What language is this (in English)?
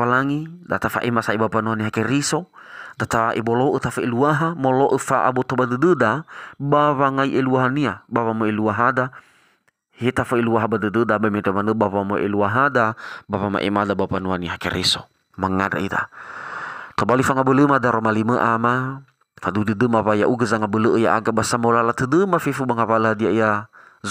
Nias